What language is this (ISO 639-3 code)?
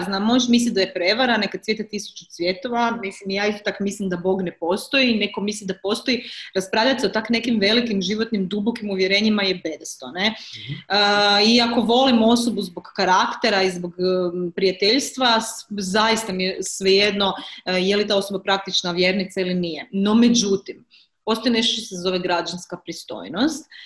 hrv